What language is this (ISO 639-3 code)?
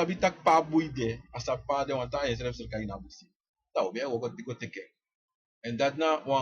srn